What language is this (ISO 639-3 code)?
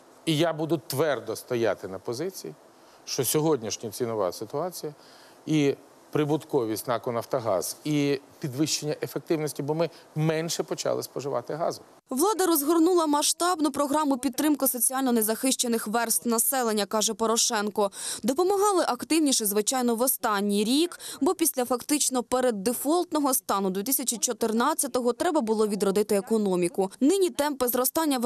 ukr